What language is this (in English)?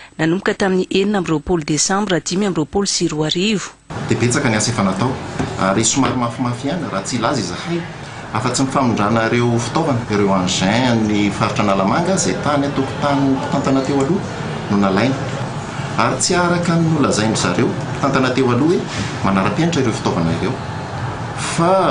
Malagasy